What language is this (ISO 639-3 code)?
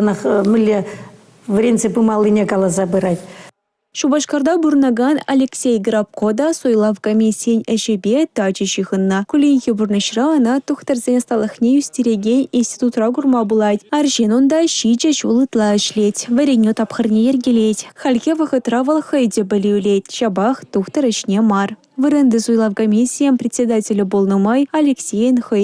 chv